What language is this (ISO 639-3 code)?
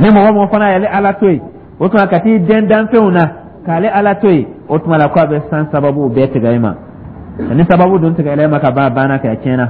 dyu